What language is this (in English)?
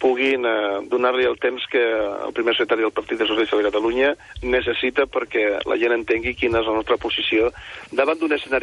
Catalan